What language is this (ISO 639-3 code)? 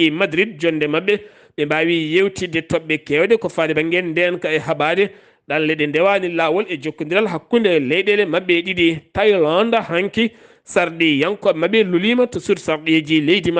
ful